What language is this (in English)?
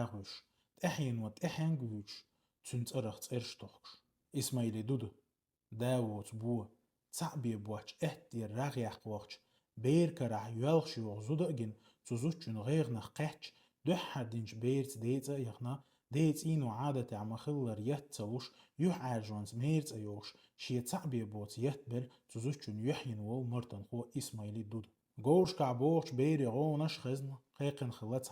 Chechen